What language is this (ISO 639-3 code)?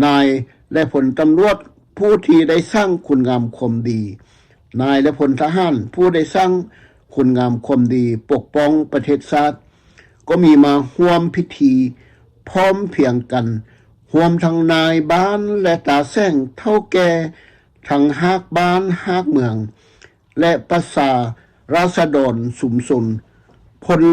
lao